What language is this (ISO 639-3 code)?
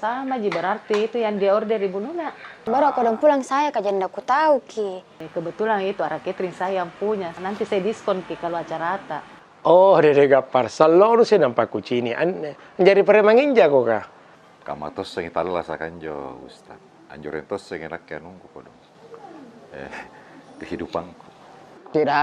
mfp